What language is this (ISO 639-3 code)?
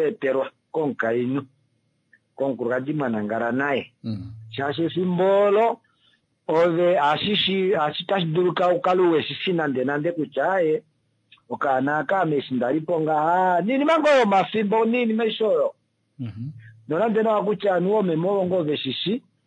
kua